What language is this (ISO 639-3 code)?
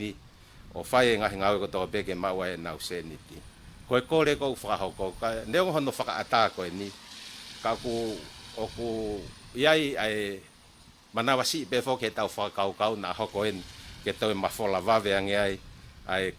ton